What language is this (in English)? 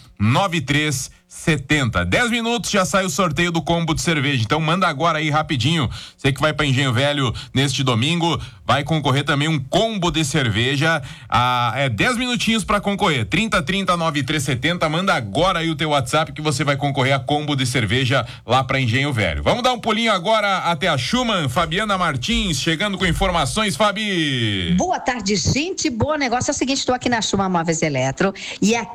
Portuguese